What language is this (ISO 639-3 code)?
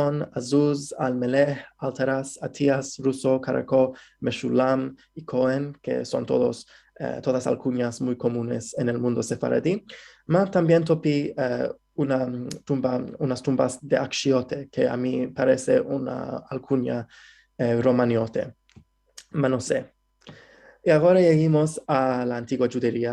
lad